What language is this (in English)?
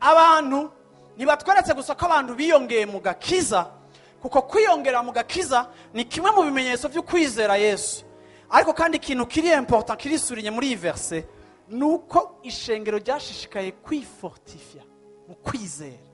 Rundi